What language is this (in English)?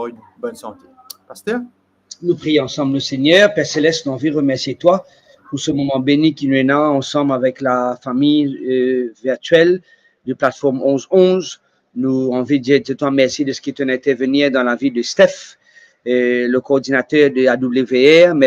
Morisyen